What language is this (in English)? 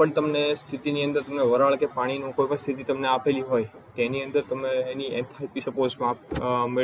Gujarati